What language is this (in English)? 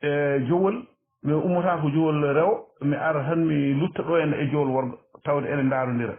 Fula